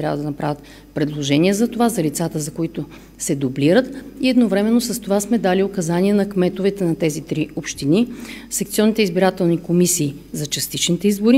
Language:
Bulgarian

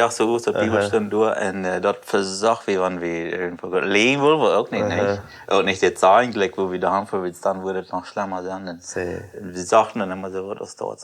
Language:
Plautdietsch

